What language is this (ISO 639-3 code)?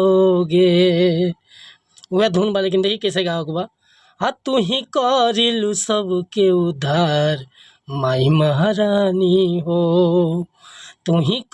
bho